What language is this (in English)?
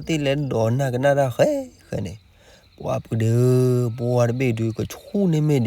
S'gaw Karen